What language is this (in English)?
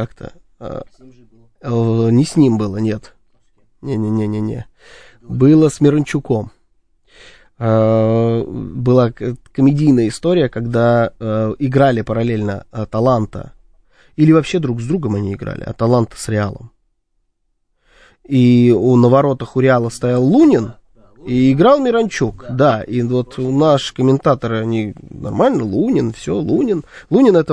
Russian